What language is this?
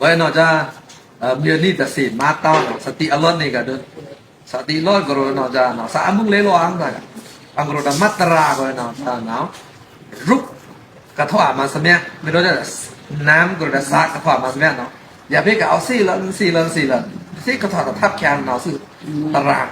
Pa'o Karen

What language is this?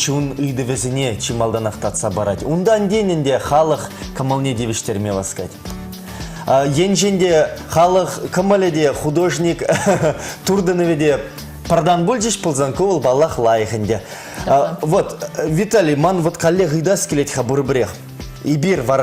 Chuvash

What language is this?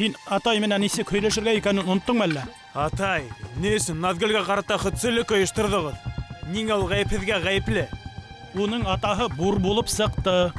Bashkir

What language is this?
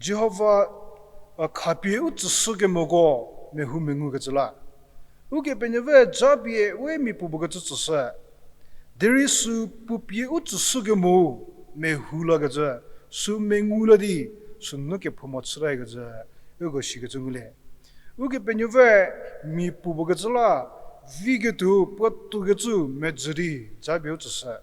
Angami Naga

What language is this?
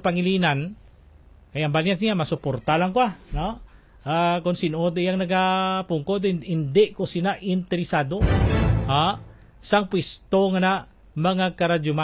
Hiligaynon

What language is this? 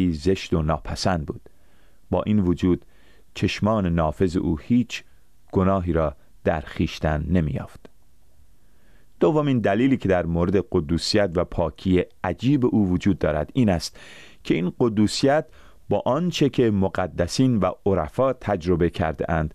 Persian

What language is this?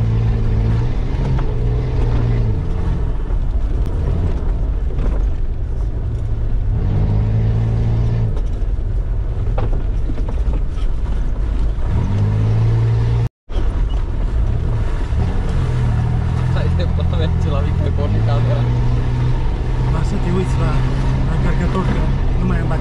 Romanian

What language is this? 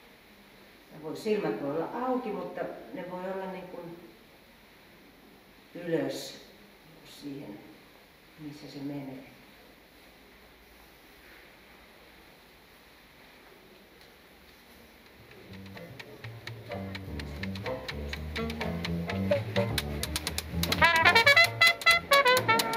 Finnish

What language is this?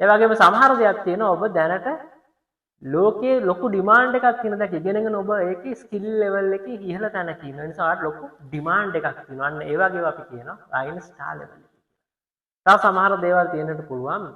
Sinhala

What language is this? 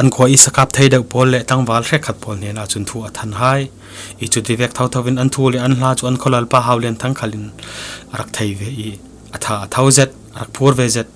Falam Chin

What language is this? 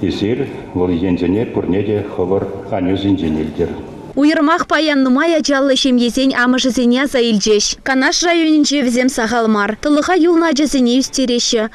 Chuvash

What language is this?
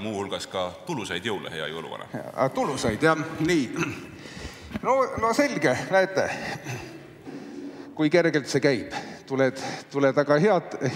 Estonian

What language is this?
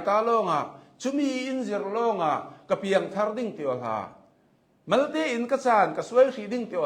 Hakha Chin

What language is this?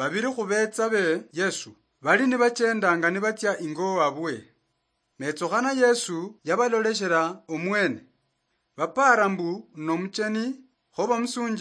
Luyia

